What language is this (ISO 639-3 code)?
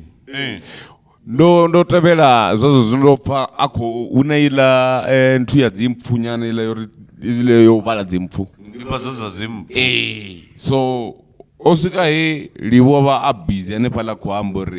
ven